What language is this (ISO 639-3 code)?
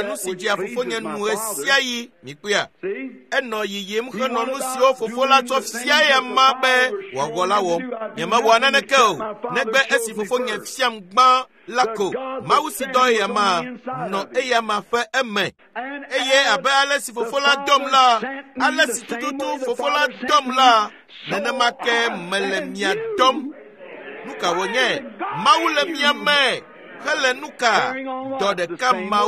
ewe